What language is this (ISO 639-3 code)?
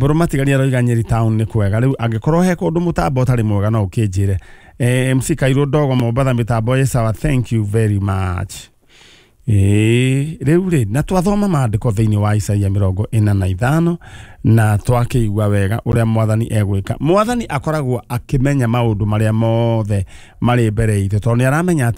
kik